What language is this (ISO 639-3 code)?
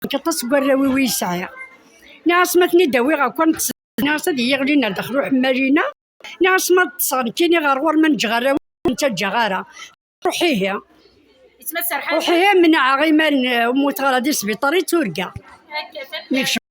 kab